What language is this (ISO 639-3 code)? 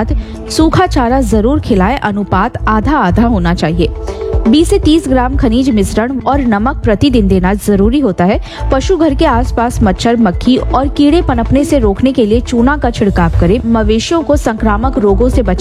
hin